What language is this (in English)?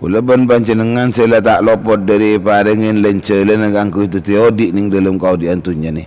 Madurese